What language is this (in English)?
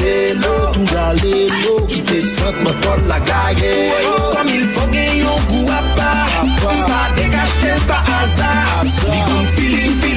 Haitian Creole